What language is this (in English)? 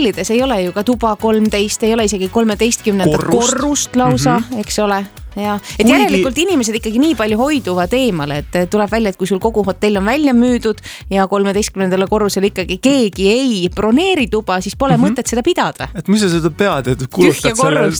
Estonian